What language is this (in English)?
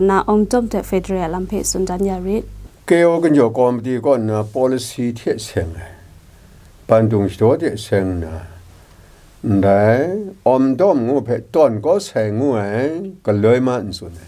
Kachin